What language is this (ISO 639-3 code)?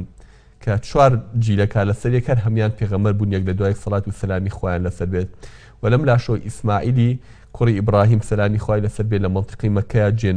ckb